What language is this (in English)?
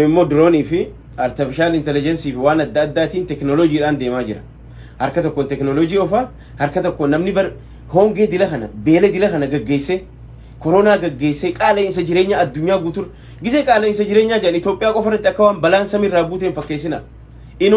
Oromo